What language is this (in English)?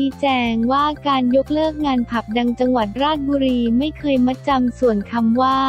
Thai